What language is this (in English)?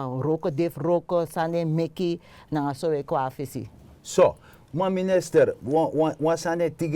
Sranan Tongo